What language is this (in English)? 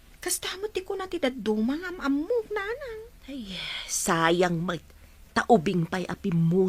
Iloko